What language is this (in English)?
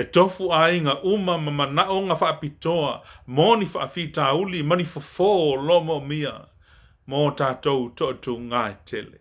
Samoan